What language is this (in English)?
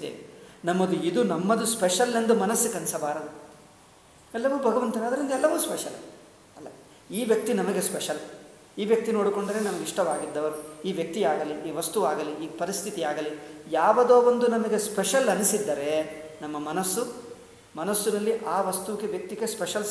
Kannada